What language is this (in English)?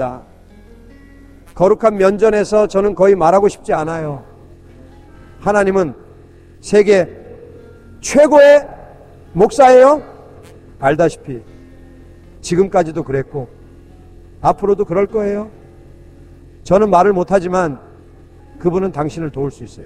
Korean